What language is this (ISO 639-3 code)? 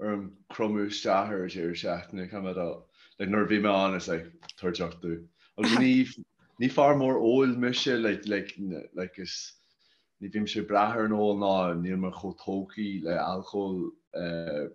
gle